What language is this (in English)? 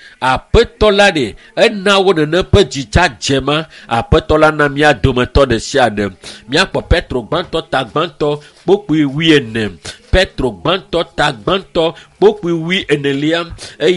Ewe